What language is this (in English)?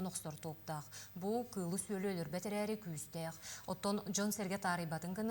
Yakut